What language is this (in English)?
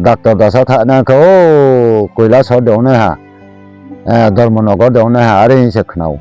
Riang (India)